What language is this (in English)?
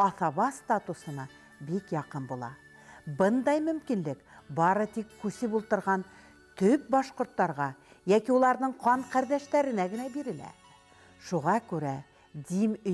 Bashkir